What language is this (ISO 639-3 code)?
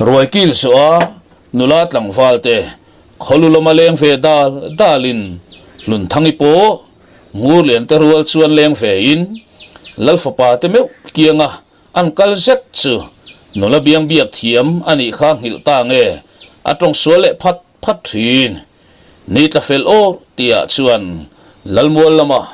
lus